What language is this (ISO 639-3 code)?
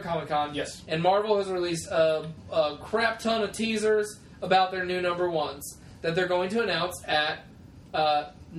eng